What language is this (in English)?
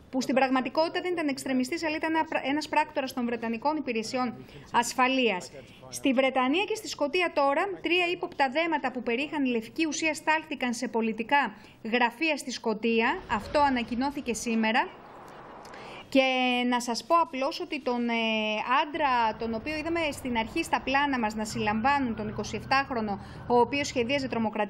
Greek